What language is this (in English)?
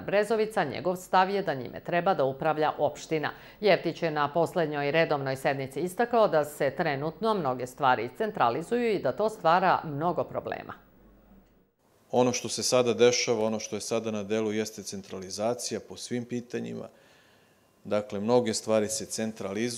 Serbian